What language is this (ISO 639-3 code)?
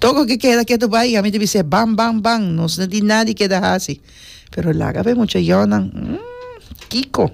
pap